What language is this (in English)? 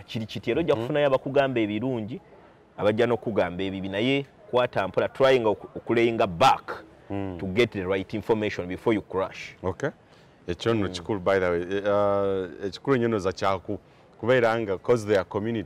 Ganda